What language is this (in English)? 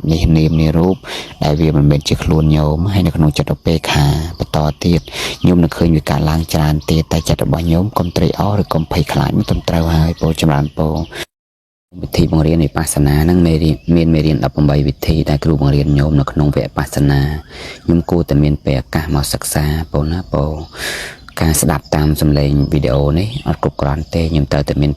Khmer